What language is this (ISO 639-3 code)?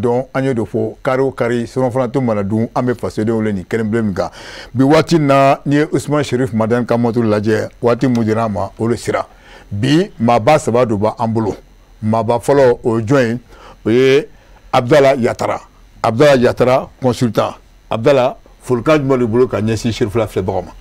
bam